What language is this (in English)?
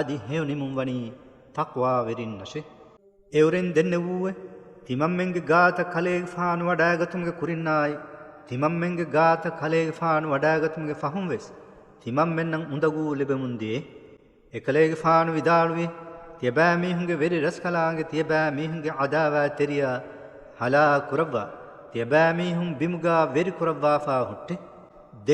Divehi